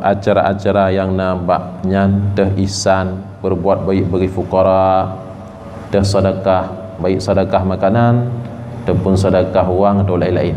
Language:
Achinese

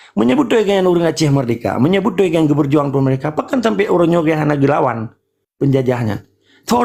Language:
Achinese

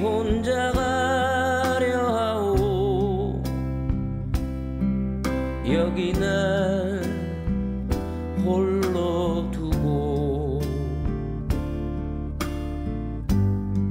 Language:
Korean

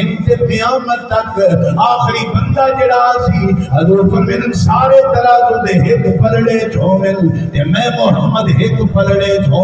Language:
Saraiki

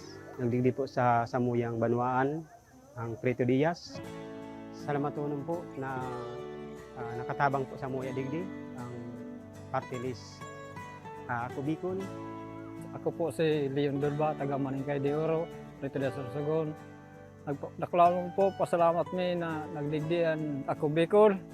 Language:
Bikol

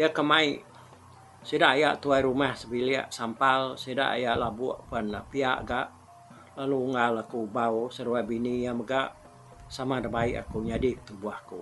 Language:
Iban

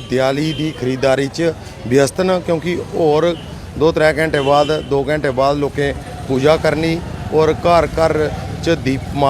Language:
Dogri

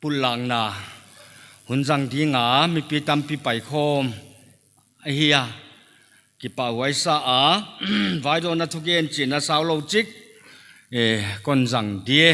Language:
Paite Chin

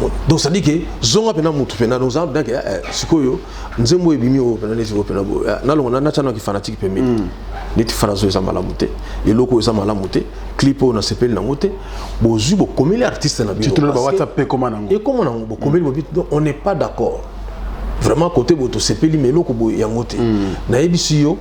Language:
Lingala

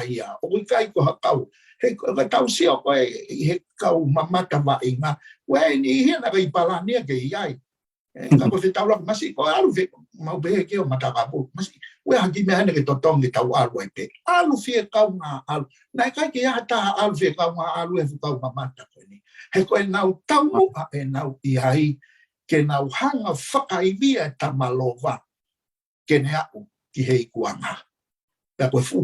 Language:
Tongan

